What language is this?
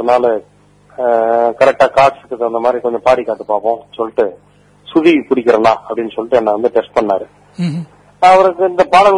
Tamil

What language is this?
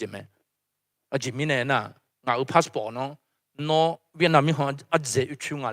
Akha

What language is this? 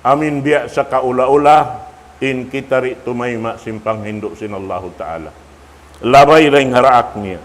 Tausug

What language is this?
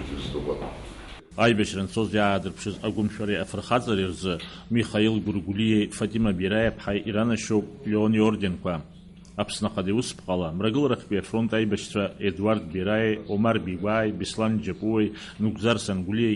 Abkhazian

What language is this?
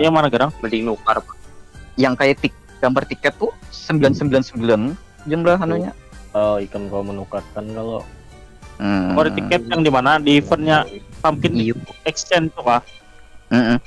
Banjar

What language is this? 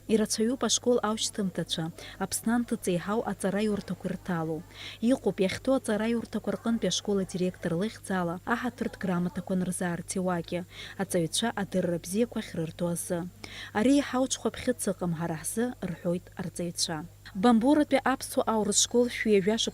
Abkhazian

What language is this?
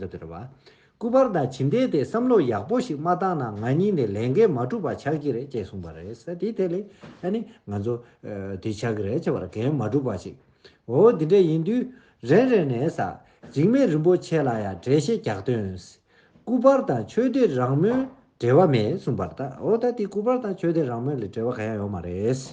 Tibetan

